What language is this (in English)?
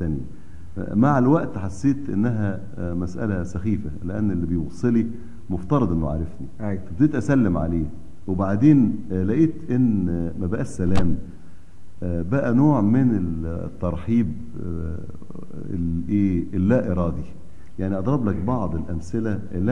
Egyptian Arabic